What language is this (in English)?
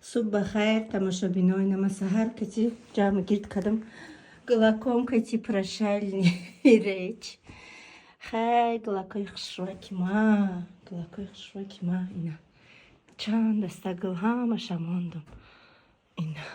Tajik